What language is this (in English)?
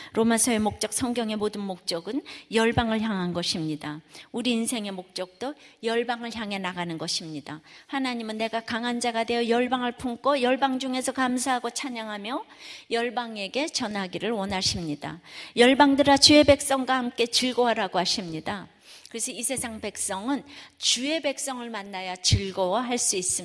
Korean